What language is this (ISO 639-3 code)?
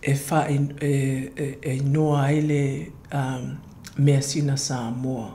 smo